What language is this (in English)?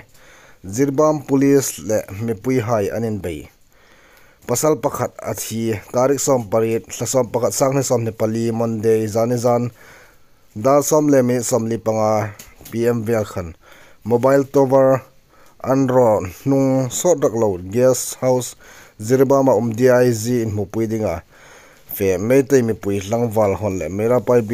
Hmar